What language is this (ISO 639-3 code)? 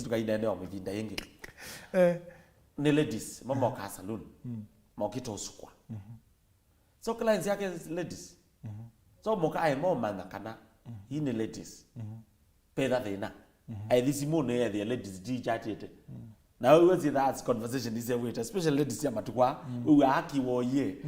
kam